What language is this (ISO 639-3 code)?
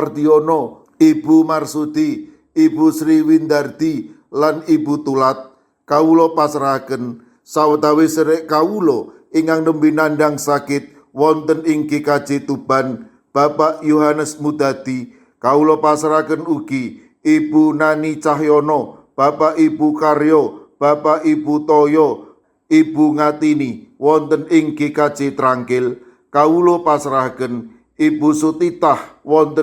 jav